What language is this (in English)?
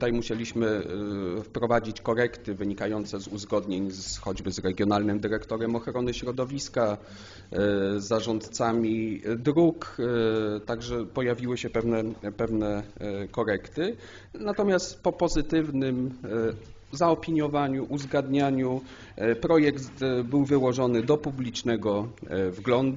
Polish